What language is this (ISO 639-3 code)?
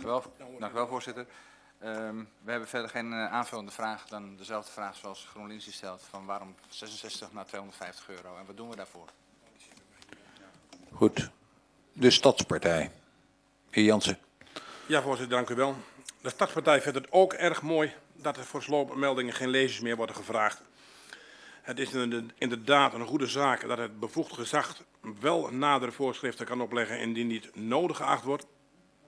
nld